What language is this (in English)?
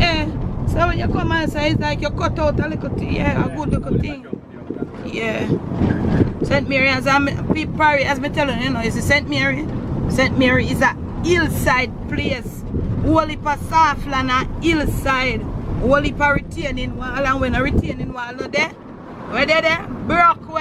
Jamaican Creole English